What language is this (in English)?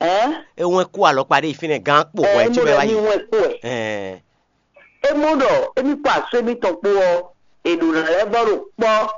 Fon